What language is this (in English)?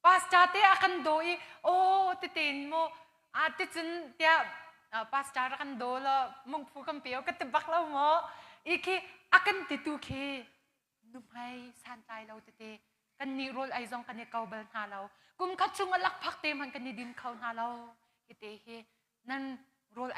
Hakha Chin